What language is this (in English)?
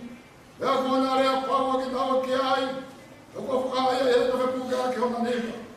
Tongan